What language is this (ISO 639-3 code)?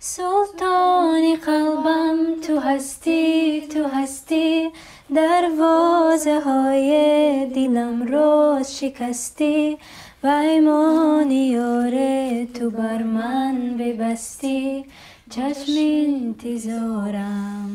tgk